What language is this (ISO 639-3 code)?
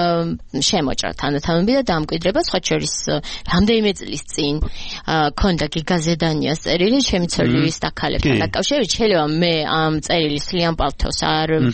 kat